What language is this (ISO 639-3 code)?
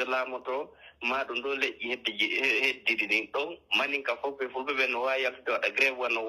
fuf